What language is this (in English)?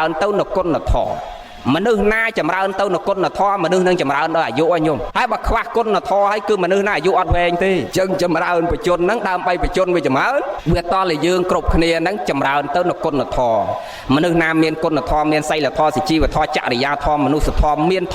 Khmer